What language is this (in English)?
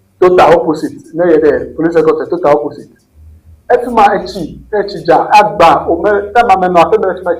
Ewe